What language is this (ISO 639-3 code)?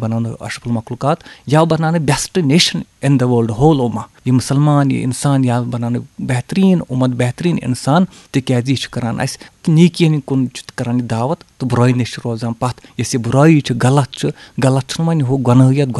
kas